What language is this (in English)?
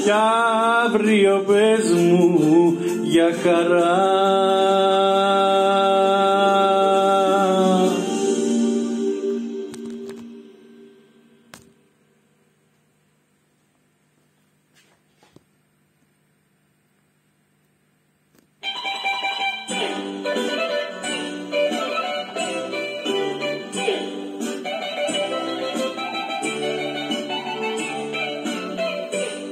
Greek